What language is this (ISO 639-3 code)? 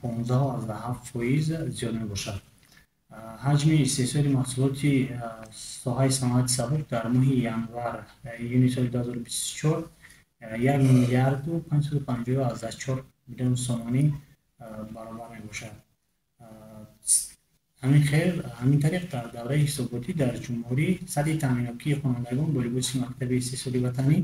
tgk